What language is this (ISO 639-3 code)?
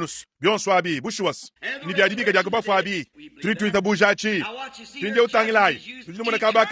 lua